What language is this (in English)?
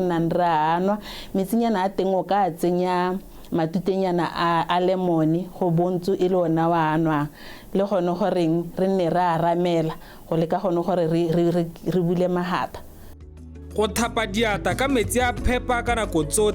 Tswana